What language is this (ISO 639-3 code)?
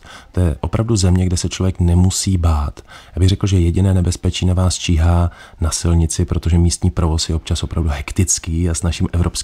ces